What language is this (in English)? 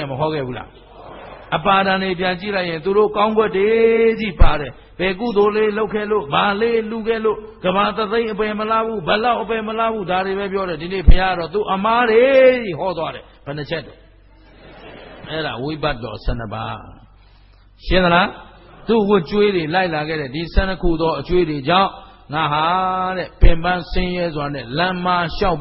Burmese